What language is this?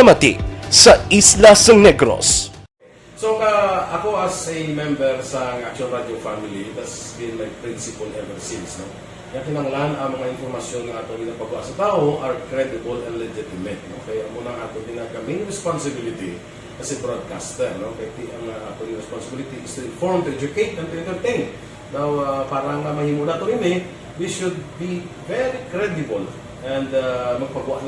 Hiligaynon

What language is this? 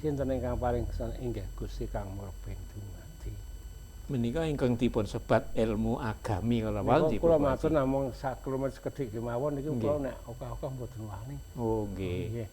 Javanese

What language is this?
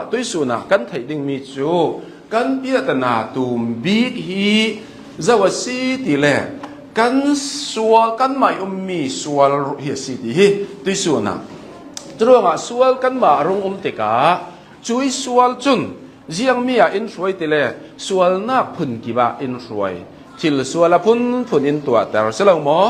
Hakha Chin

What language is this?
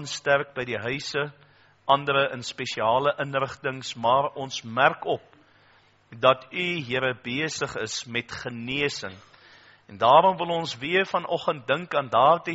Afrikaans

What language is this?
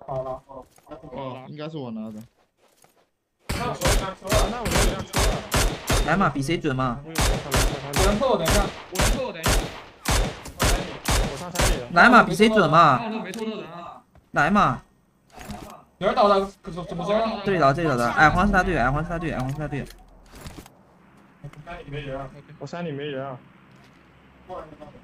Chinese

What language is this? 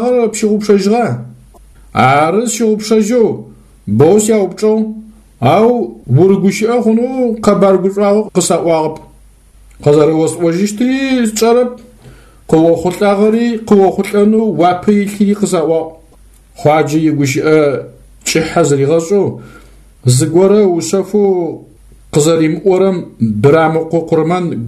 Adyghe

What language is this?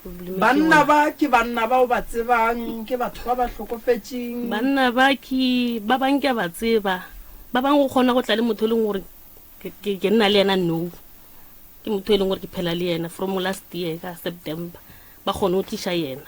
Northern Sotho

